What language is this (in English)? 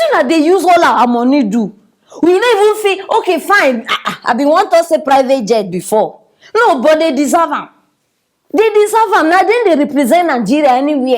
Nigerian Pidgin